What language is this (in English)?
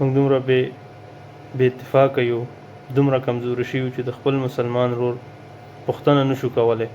Pashto